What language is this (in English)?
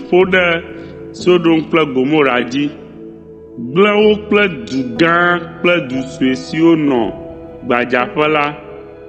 Ewe